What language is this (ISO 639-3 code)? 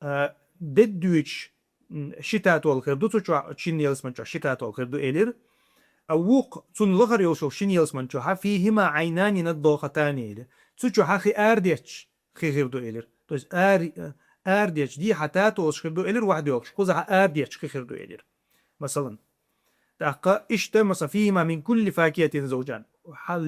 che